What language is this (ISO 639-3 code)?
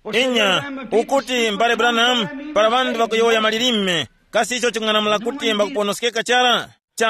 tum